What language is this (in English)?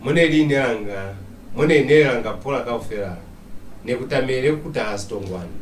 Lozi